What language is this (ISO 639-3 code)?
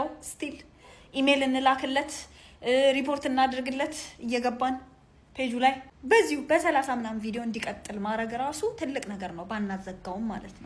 amh